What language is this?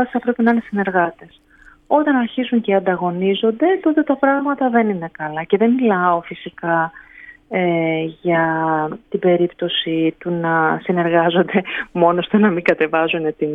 Greek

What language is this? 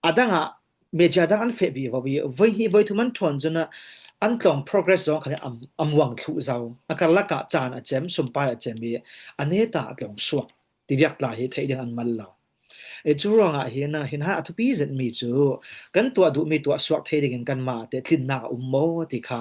Falam Chin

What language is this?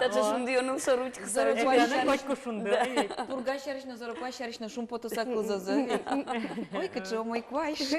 Udmurt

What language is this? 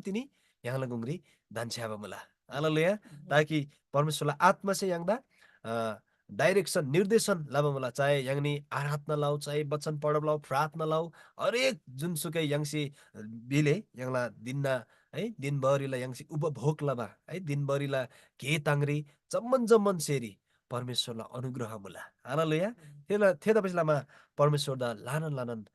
Eastern Tamang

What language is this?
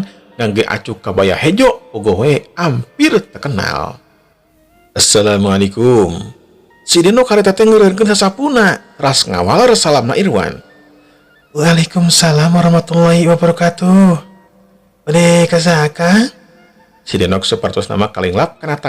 Sundanese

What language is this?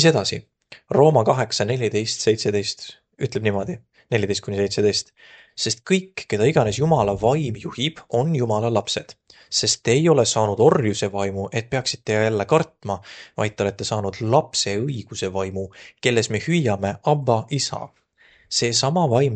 Estonian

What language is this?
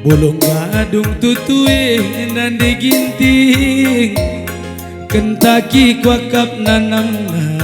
Batak Karo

